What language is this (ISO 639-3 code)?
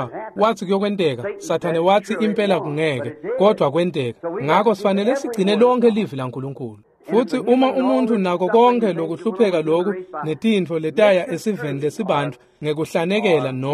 ssw